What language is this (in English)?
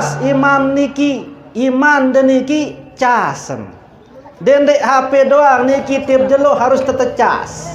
Sasak